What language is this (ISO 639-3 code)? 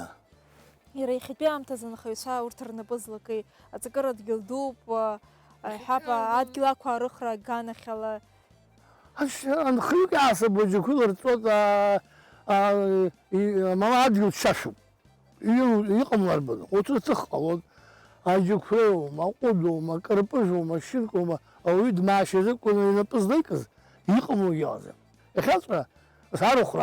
abk